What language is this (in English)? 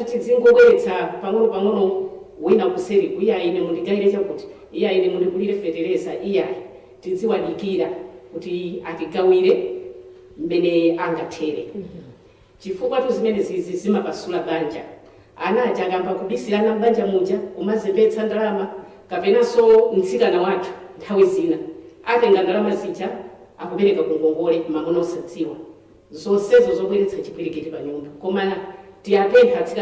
Nyanja